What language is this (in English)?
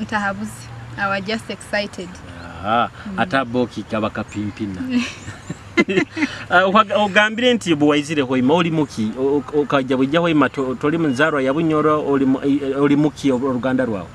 Nyoro